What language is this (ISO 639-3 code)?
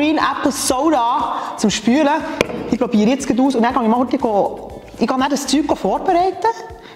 gsw